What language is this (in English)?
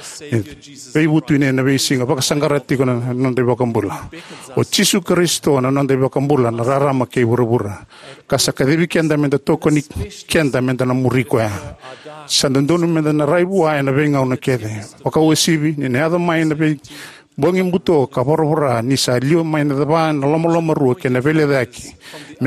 Fijian